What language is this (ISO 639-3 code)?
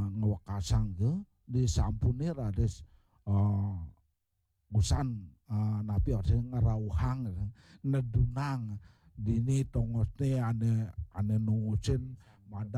ban